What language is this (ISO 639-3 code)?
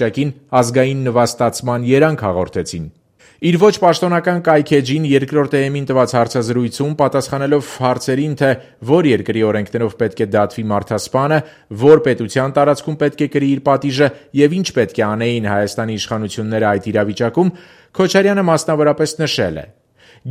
hye